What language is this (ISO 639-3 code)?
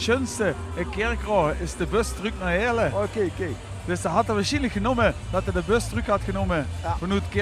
lim